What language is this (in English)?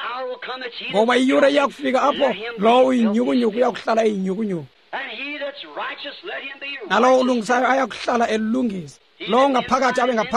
Xhosa